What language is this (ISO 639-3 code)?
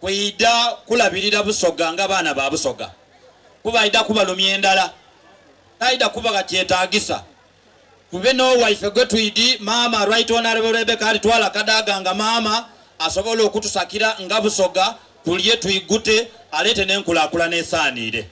xog